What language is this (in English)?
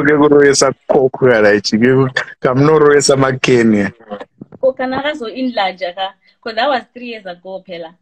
Shona